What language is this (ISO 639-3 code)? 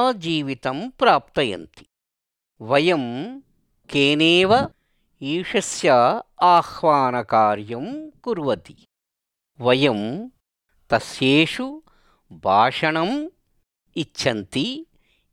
san